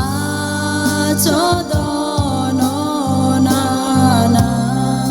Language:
Akha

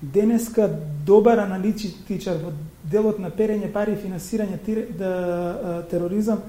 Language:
Macedonian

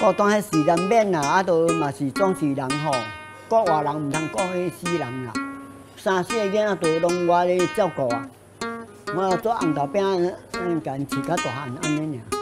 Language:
Min Nan Chinese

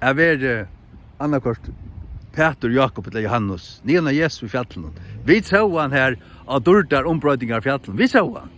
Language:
Faroese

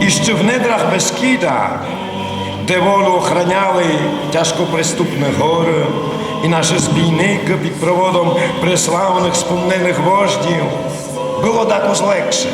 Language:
Rusyn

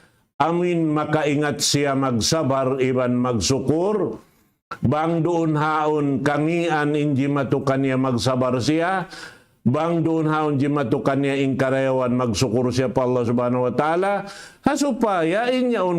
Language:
Tausug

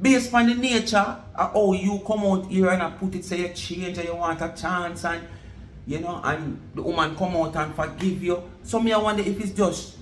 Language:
Jamaican Creole English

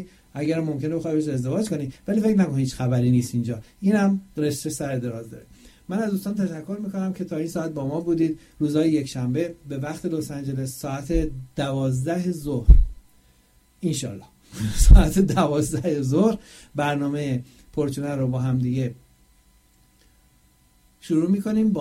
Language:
Persian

